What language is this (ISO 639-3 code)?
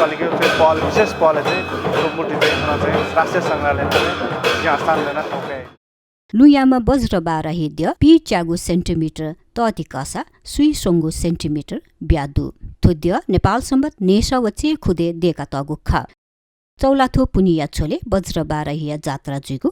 new